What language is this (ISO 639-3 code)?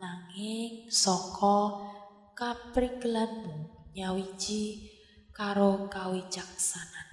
jav